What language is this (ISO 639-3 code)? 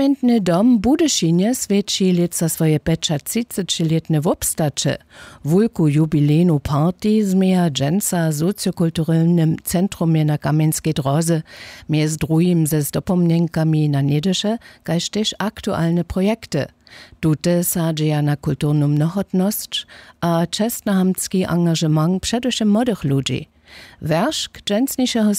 hsb